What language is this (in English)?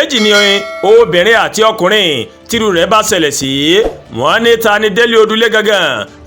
Yoruba